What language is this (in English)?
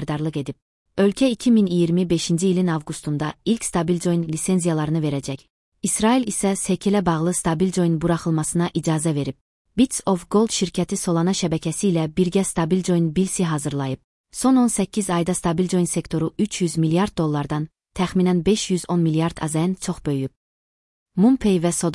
Azerbaijani